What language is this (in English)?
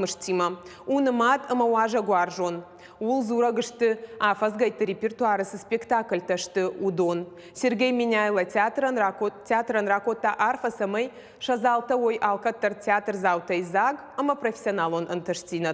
Ossetic